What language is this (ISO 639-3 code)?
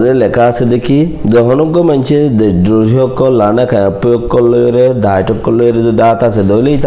rhg